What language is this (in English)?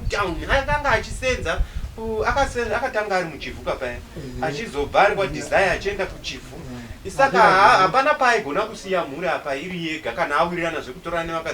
Shona